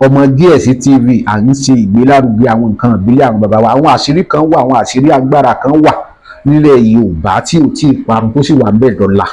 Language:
Yoruba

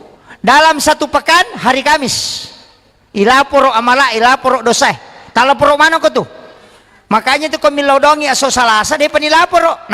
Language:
Buginese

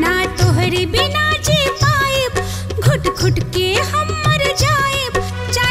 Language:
Bhojpuri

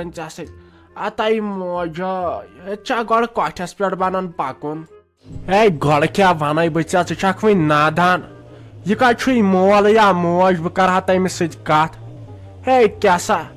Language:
Kashmiri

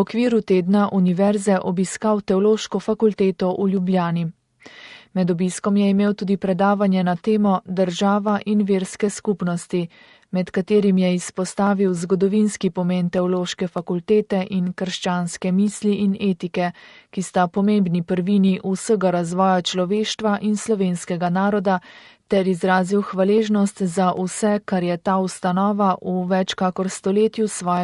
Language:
Slovenian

